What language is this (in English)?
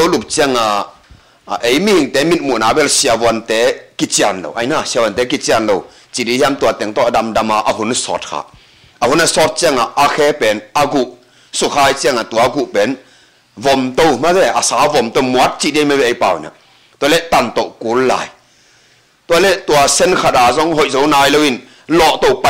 Tedim Chin